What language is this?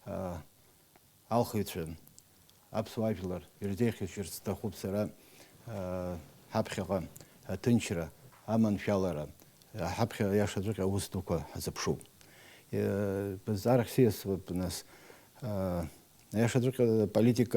Abkhazian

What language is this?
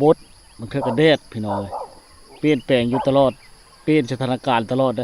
Lao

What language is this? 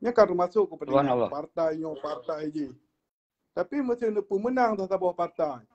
Achinese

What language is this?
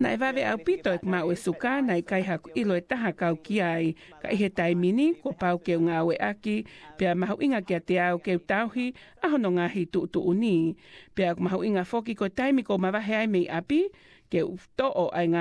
Tongan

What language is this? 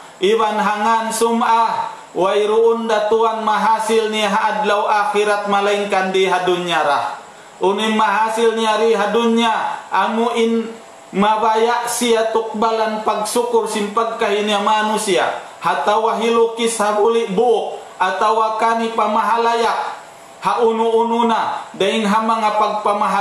Tausug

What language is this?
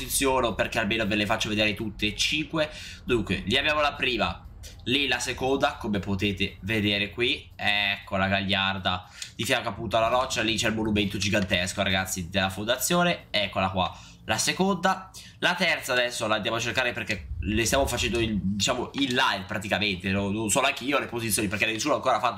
Italian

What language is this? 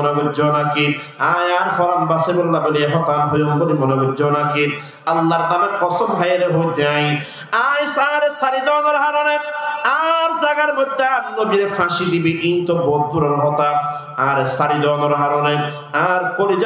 Rohingya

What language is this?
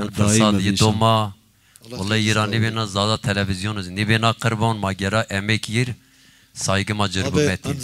Zaza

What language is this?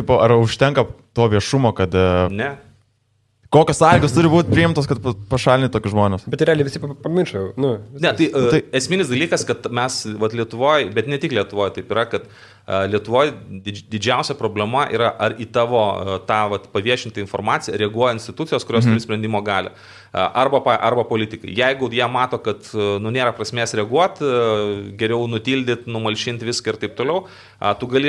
Lithuanian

